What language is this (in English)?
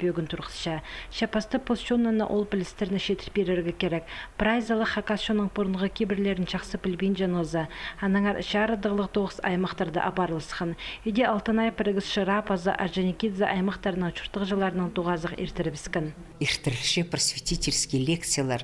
Khakas